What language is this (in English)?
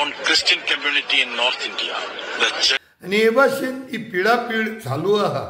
Konkani